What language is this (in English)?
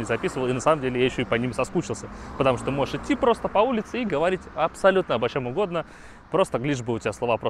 Russian